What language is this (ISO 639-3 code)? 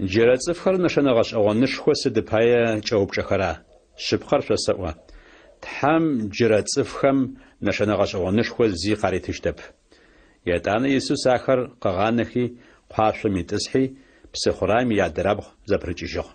ady